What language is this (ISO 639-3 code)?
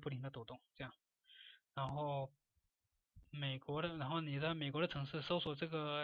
zho